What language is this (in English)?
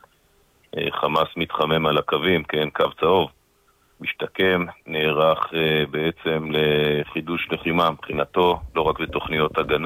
Hebrew